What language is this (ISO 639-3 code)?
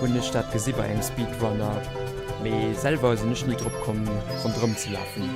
ltz